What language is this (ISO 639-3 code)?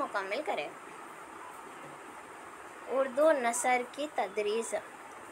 urd